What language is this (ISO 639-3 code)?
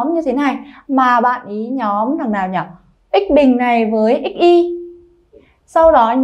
vie